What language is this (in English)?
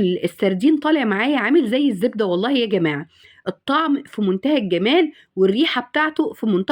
Egyptian Arabic